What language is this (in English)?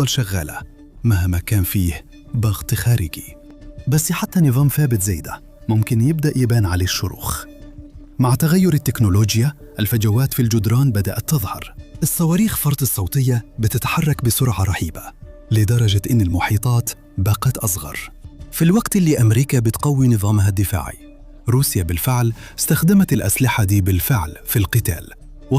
Egyptian Arabic